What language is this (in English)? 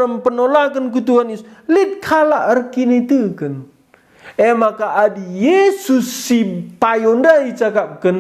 Batak Karo